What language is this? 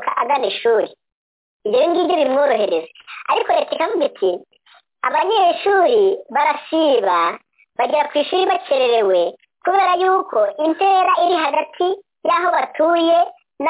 Kinyarwanda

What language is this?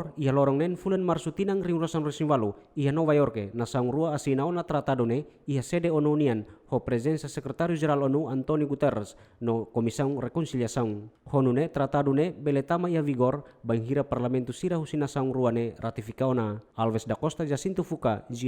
Tetum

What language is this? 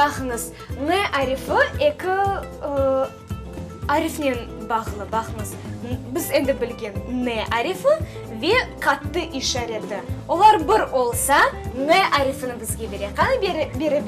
Crimean Tatar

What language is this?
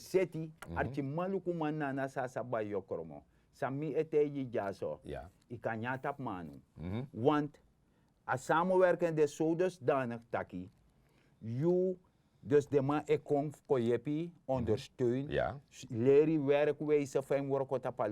Sranan Tongo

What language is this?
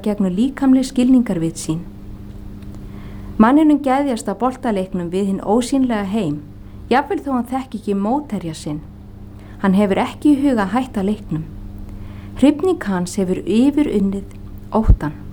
Icelandic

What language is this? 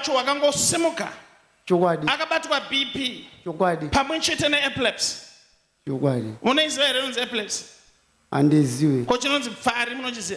Shona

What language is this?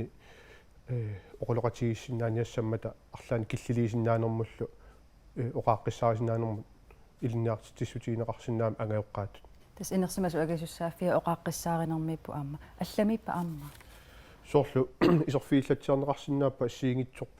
Kalaallisut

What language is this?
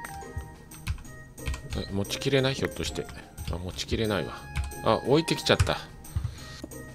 Japanese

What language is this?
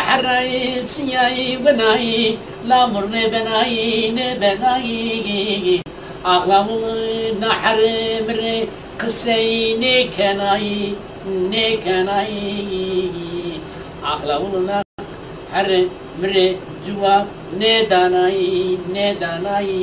Zaza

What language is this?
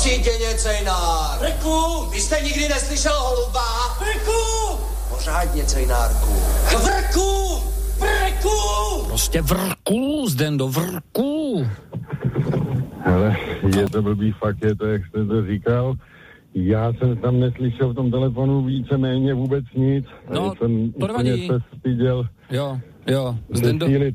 Czech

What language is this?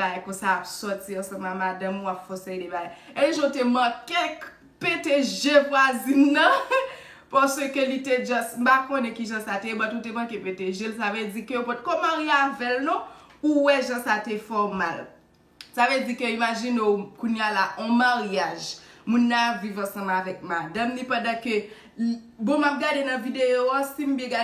Haitian Creole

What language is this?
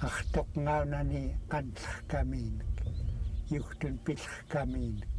Central Yupik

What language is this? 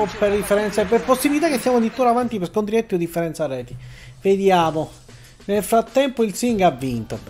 Italian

